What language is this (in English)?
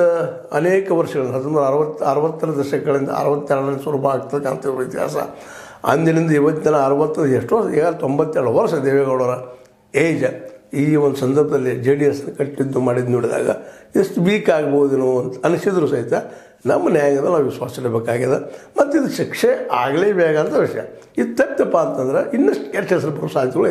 Kannada